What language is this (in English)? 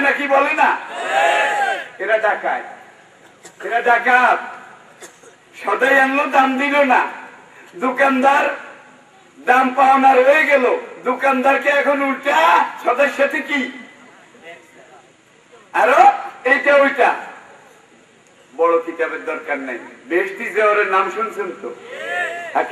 Bangla